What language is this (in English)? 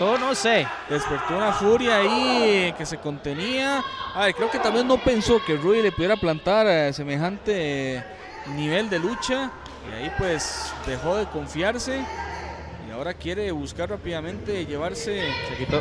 Spanish